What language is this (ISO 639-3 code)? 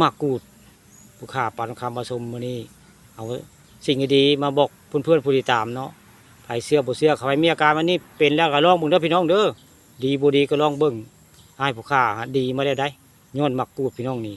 tts